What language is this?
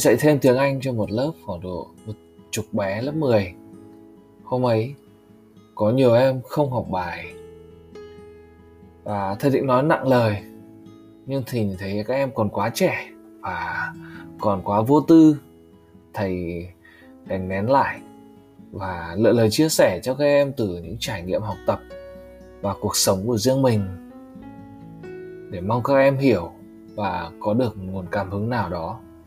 Vietnamese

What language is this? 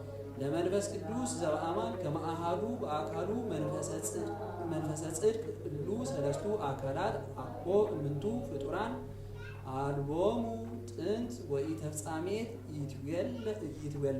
Geez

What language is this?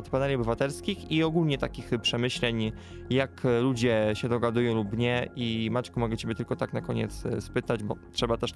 Polish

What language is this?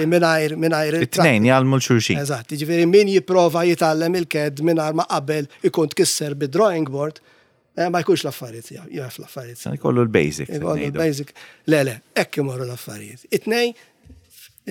Maltese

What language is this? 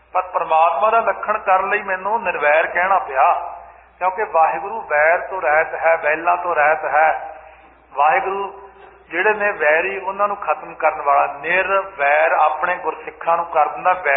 Punjabi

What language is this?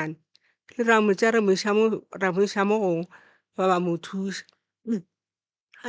Northern Sotho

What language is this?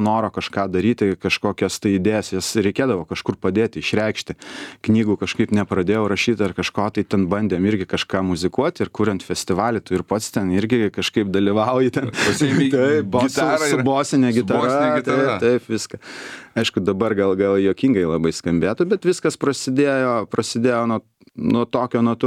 Lithuanian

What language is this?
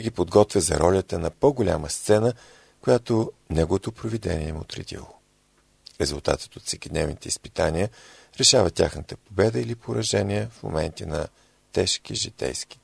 Bulgarian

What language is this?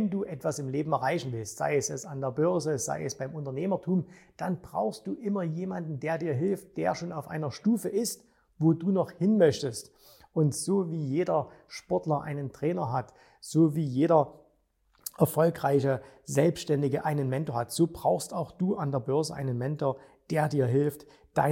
German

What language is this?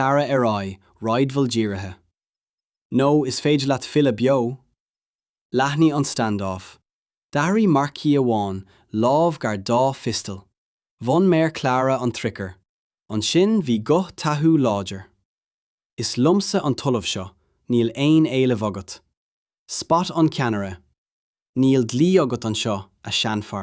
Irish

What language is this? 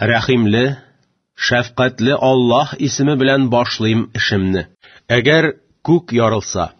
Tatar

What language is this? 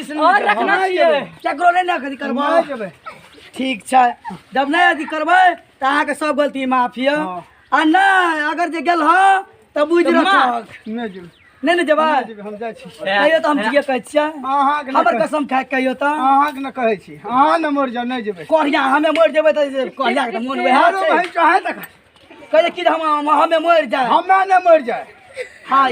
Maithili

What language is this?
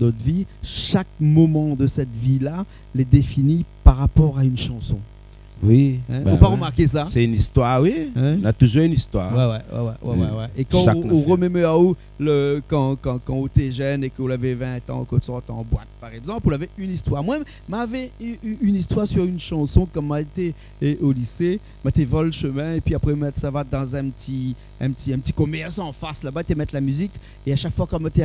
Réunion Creole French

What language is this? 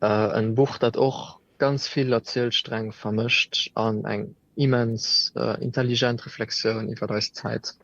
Luxembourgish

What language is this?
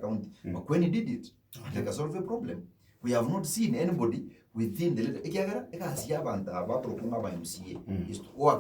Gusii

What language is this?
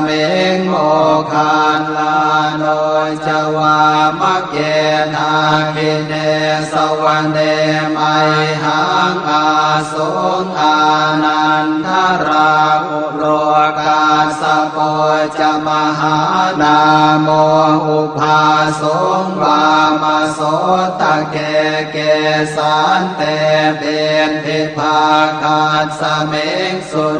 Pali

